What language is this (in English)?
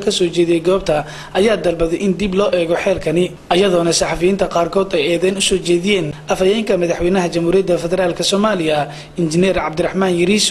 Somali